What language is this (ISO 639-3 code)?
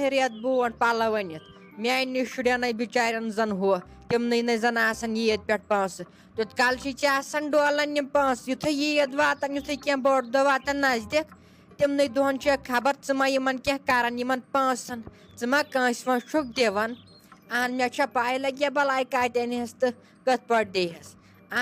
kas